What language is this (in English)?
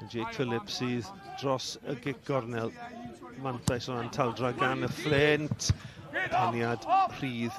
Welsh